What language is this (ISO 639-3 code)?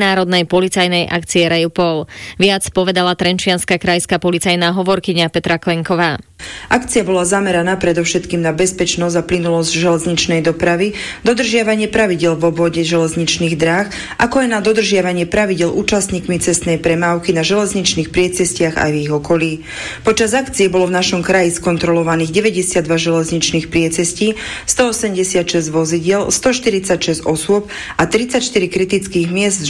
slk